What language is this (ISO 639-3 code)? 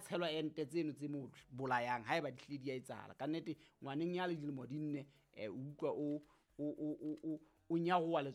sot